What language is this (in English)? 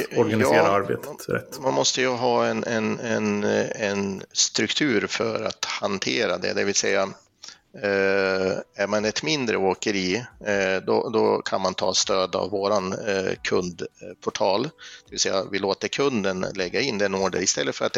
Swedish